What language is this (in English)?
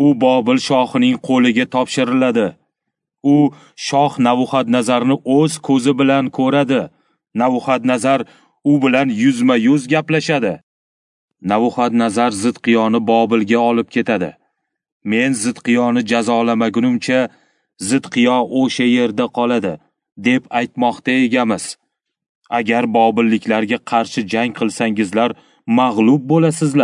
Uzbek